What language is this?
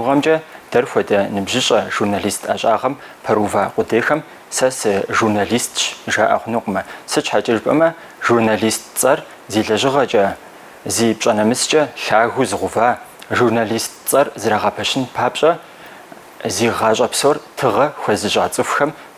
Kabardian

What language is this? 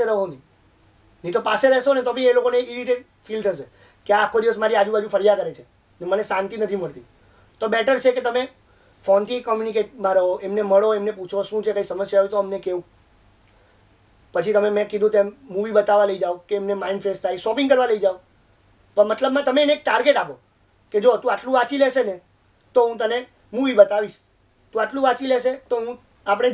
Gujarati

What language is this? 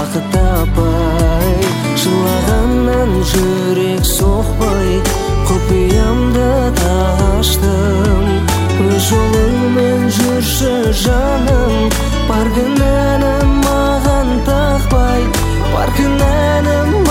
Kazakh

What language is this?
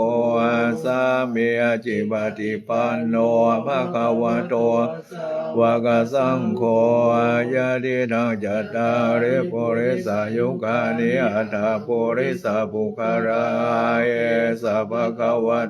Pali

